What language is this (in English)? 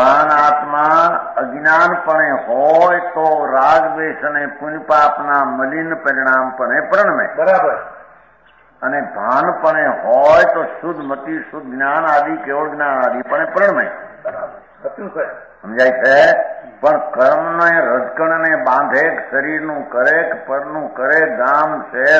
Gujarati